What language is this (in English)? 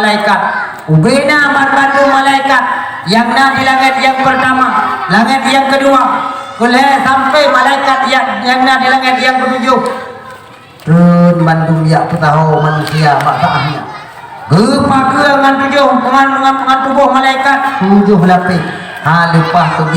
Achinese